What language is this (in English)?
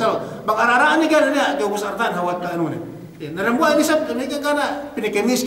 Yakan